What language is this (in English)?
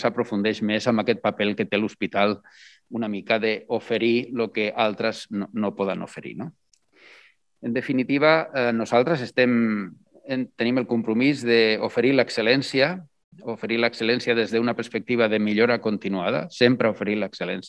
Catalan